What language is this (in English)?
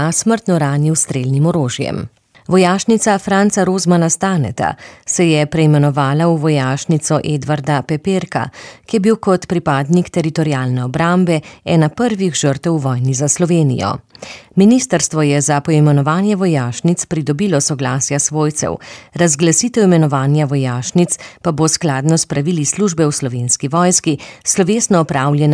Slovenian